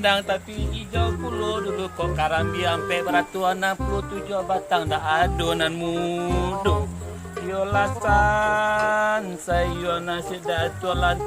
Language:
Minangkabau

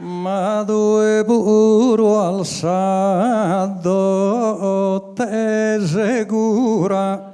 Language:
Sardinian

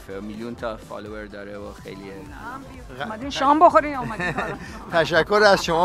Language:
Persian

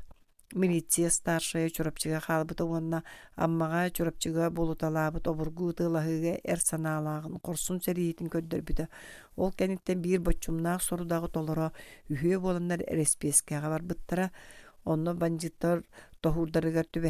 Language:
Yakut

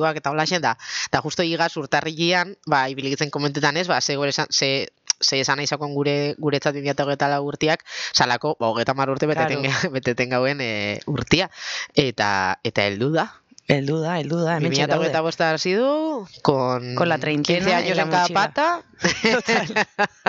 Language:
Basque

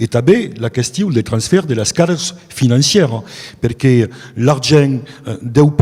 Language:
Occitan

